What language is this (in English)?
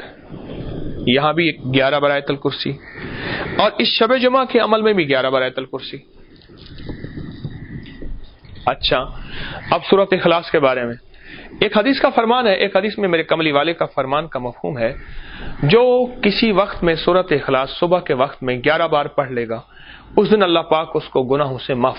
Urdu